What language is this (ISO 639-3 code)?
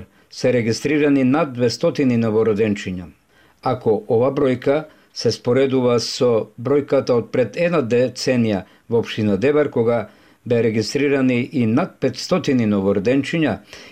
mkd